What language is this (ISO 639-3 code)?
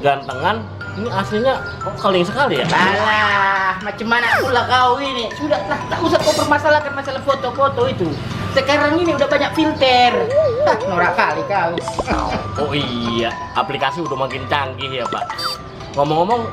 bew